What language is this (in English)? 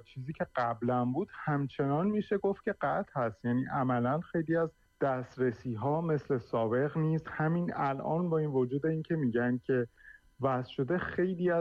Persian